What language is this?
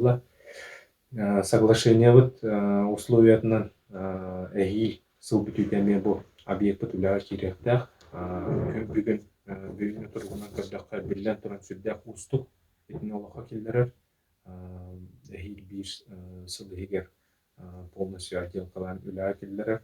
Yakut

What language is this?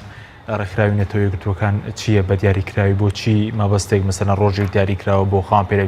Central Kurdish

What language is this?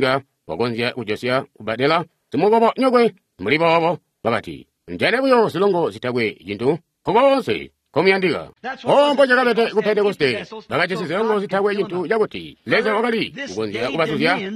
Tonga (Zambia)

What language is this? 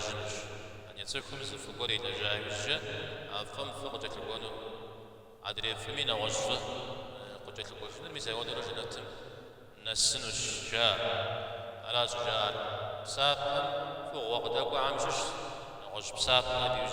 Kabardian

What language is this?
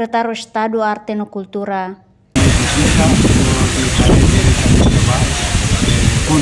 Tetum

